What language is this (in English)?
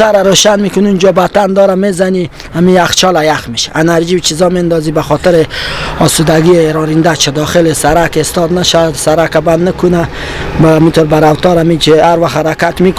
Persian